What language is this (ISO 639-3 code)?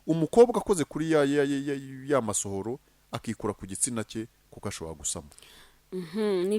kin